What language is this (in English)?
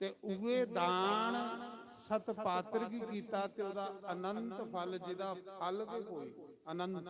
Dogri